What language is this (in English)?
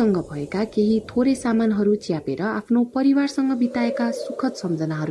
Nepali